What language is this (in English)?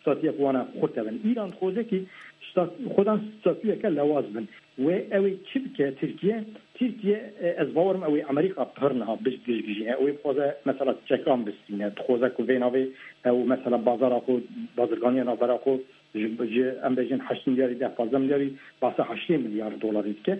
Kurdish